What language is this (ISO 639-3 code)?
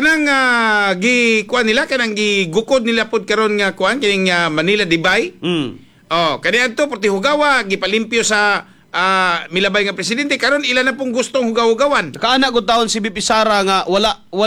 ceb